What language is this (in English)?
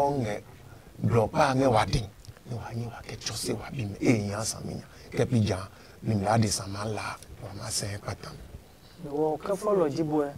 Adangme